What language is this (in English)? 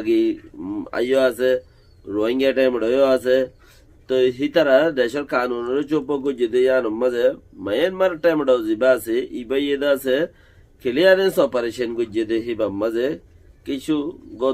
Rohingya